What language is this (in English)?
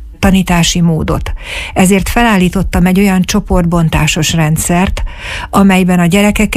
Hungarian